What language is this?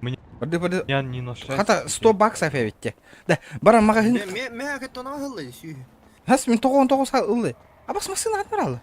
Yakut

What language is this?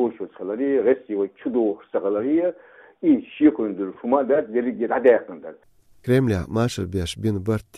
Belarusian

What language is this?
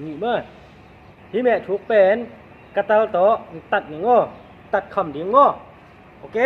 Tedim Chin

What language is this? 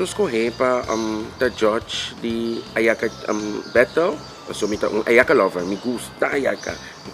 Papiamento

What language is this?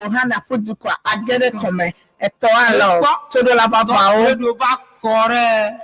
Ewe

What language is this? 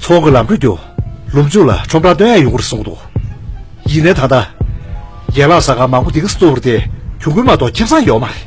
Tibetan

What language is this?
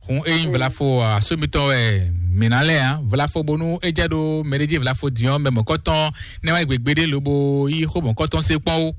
Fon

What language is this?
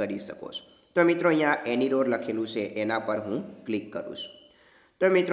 Gujarati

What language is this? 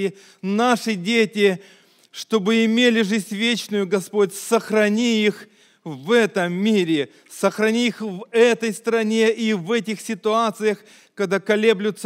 Russian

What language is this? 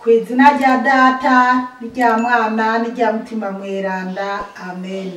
Rundi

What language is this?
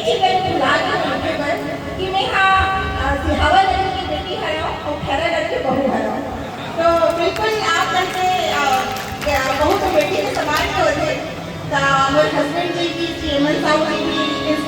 Chhattisgarhi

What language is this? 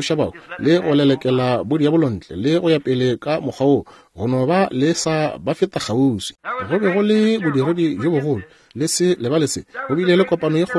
Northern Sotho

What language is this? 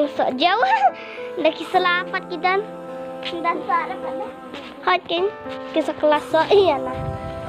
Khasi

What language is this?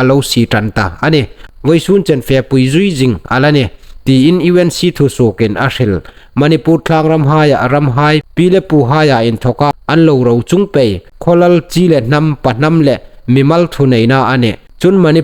Hmar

